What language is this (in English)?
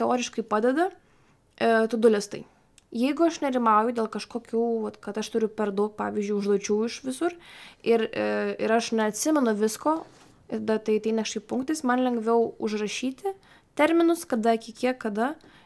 Lithuanian